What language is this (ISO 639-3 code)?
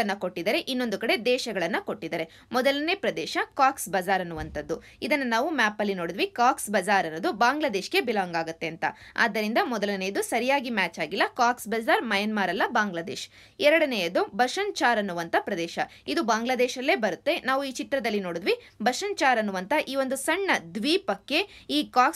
kan